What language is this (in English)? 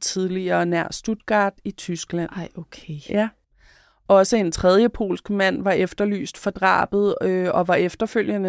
Danish